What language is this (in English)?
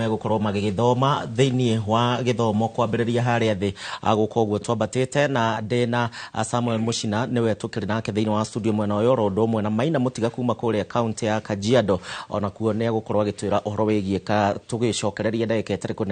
Kikuyu